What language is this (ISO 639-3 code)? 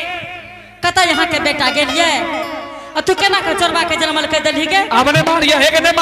anp